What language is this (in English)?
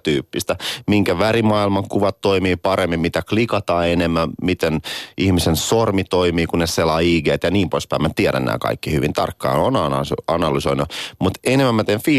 Finnish